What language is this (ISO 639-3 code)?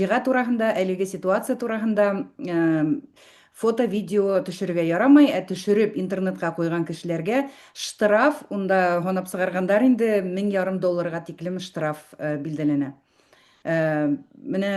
bak